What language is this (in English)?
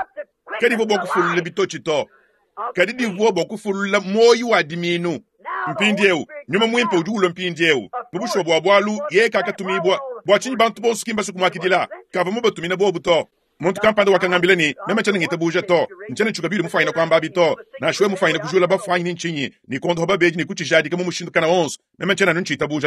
Luba-Lulua